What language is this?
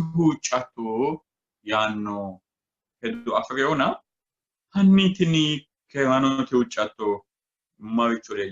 Sidamo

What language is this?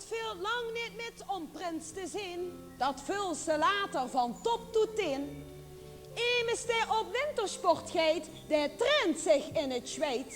Limburgish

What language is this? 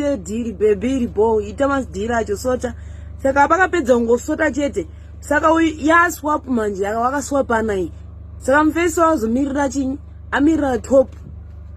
Shona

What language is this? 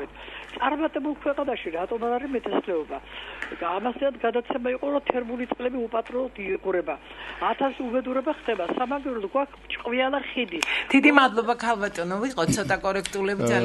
Georgian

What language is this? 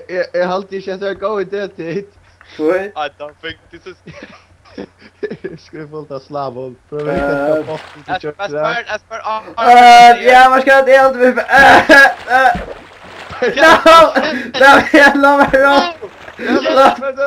Faroese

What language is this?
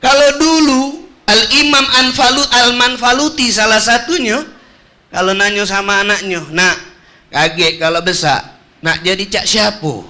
Musi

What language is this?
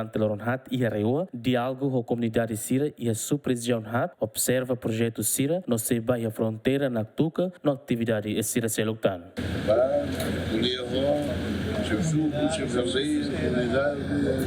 Tetum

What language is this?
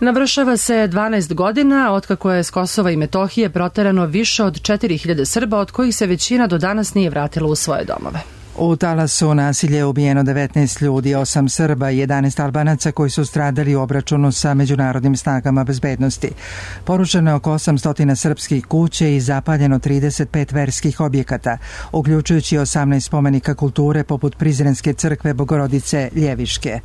Serbian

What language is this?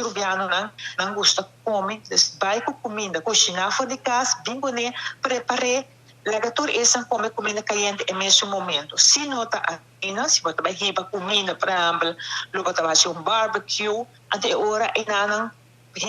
Papiamento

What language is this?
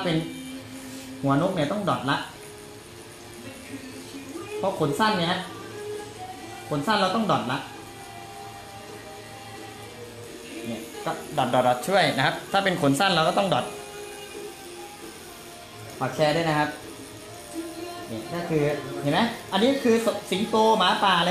Thai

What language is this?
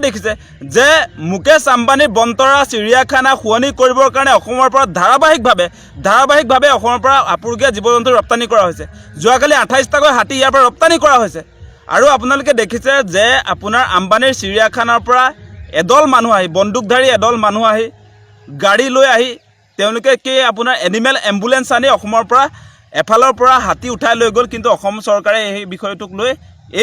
Assamese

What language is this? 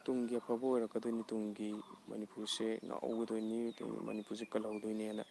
Manipuri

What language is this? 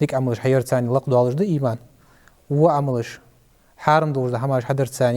Ingush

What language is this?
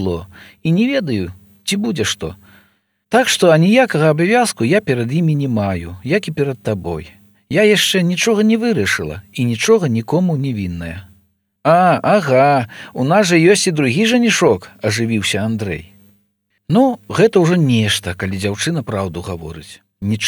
Belarusian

